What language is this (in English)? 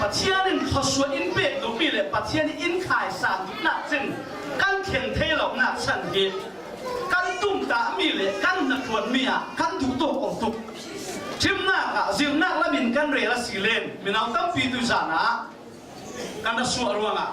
Falam Chin